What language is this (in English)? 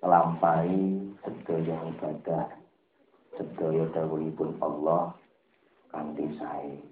Javanese